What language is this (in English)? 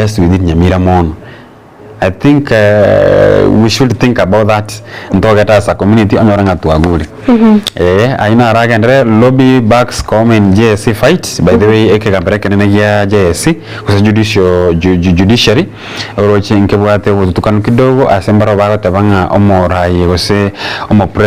Gusii